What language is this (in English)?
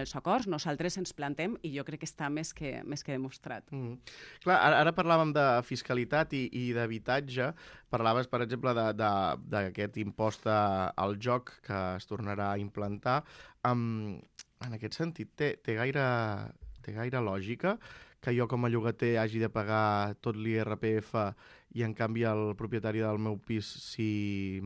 Catalan